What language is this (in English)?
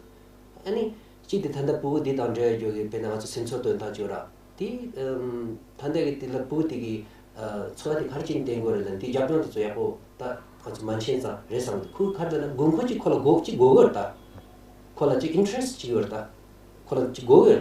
Tibetan